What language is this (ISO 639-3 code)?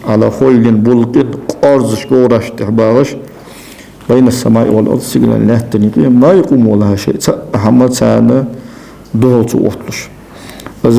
inh